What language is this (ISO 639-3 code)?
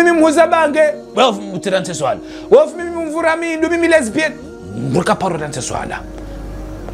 zdj